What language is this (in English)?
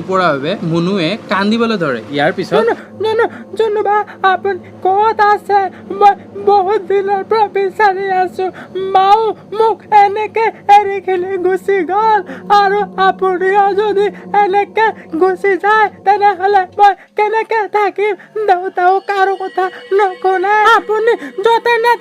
Assamese